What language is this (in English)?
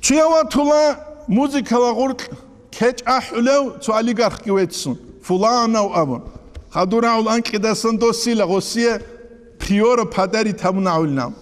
Avaric